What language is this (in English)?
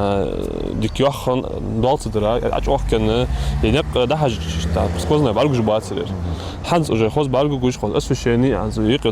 Ingush